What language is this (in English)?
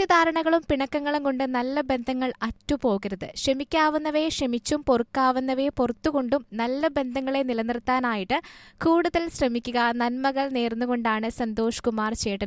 Malayalam